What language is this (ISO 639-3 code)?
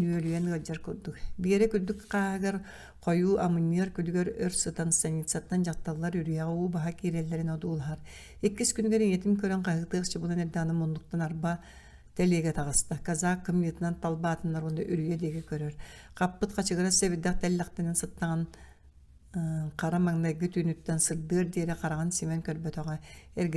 sah